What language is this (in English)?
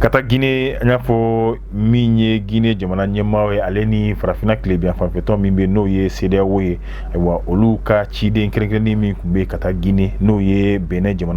Bambara